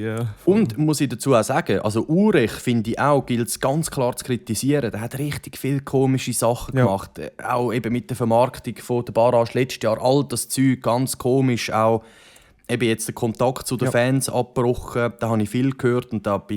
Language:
Swiss German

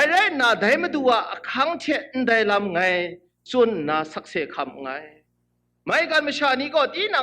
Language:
Kachin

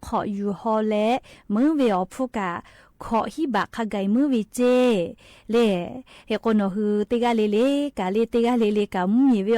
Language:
Lahu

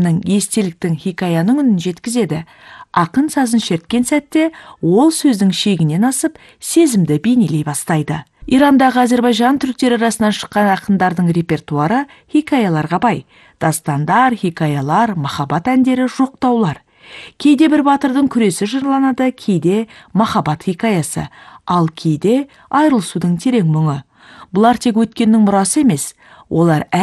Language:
Kazakh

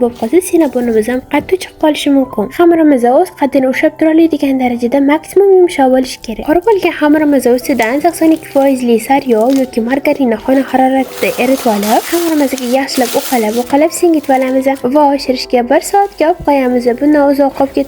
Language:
Uzbek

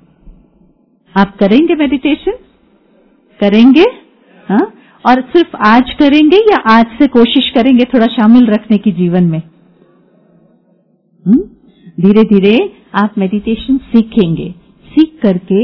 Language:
Hindi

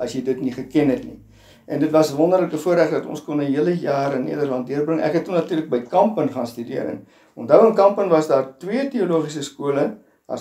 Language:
Afrikaans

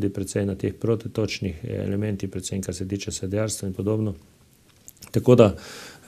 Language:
Slovenian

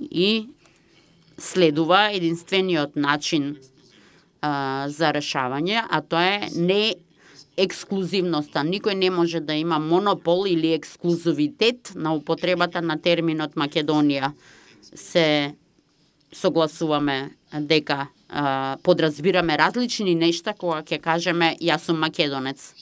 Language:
Macedonian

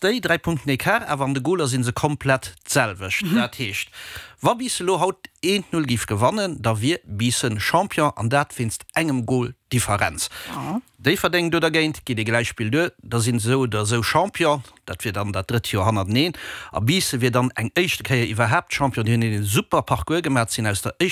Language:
Luxembourgish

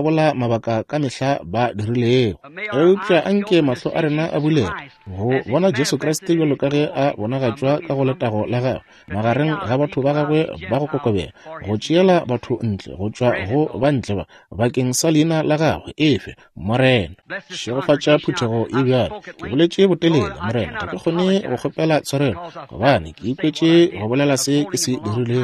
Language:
Northern Sotho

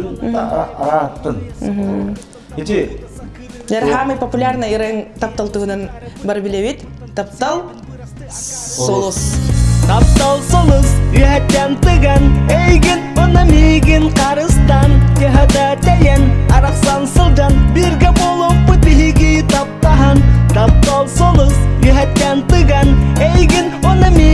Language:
Yakut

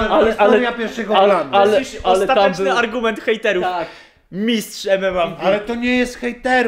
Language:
Polish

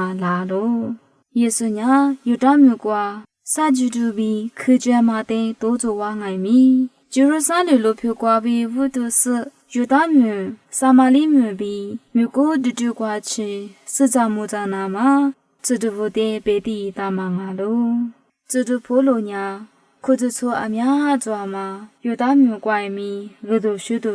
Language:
Lisu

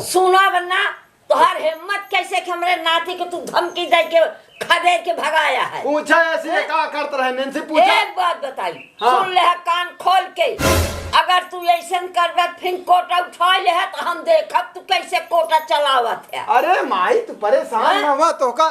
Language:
Awadhi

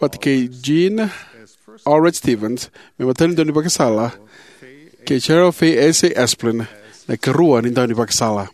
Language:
Fijian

